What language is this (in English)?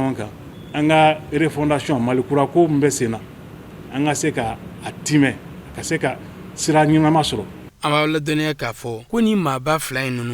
Bambara